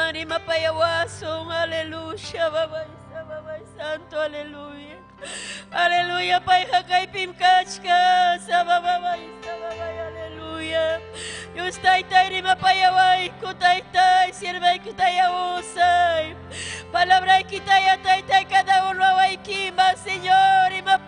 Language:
Ayacucho Quechua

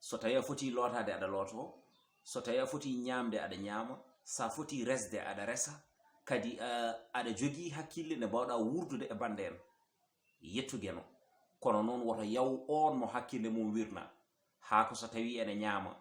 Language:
Fula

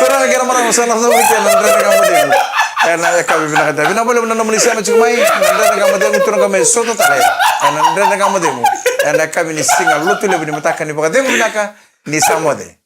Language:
Fijian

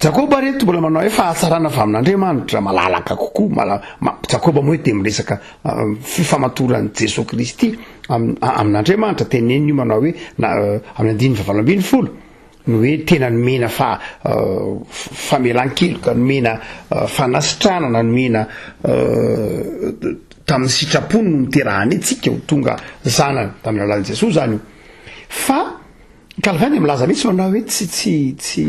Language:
Malagasy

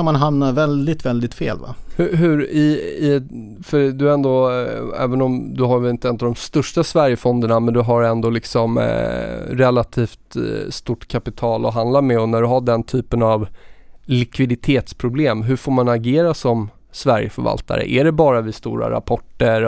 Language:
Swedish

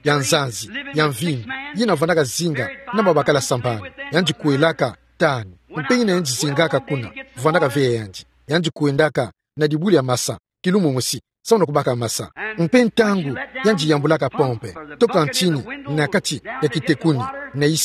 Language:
Kituba (Democratic Republic of Congo)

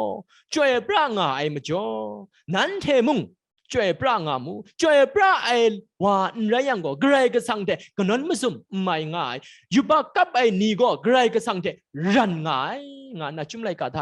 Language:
Kachin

